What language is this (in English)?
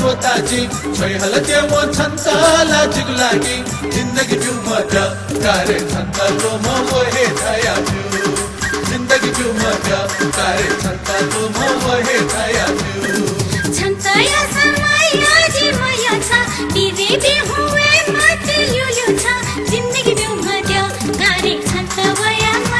Newari